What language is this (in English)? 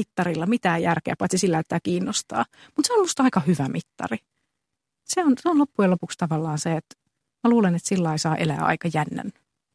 Finnish